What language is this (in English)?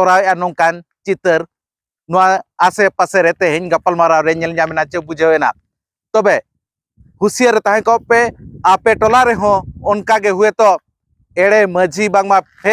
Santali